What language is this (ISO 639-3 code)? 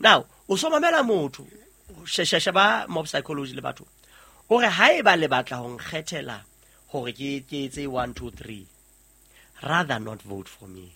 sot